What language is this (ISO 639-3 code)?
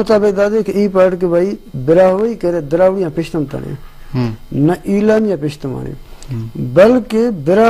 brh